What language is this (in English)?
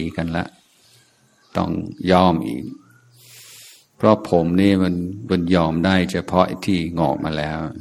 Thai